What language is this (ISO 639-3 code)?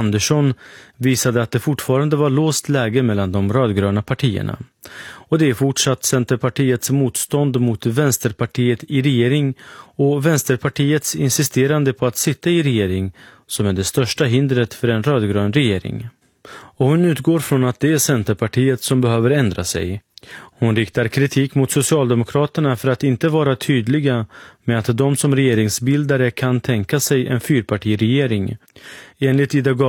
swe